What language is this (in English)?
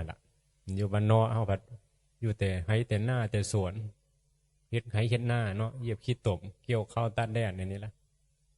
Northeastern Thai